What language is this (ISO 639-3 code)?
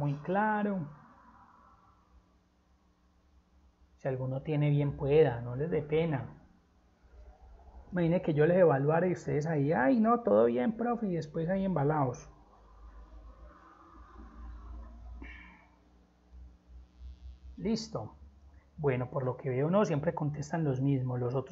spa